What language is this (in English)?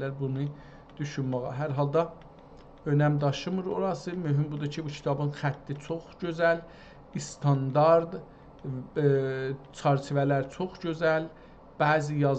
South Azerbaijani